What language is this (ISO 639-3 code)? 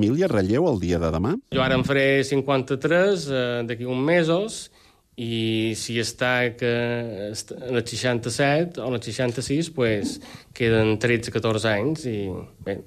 cat